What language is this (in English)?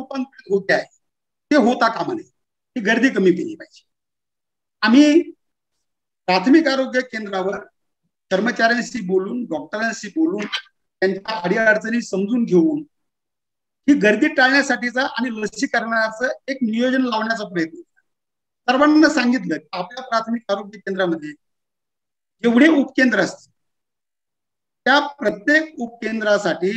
Marathi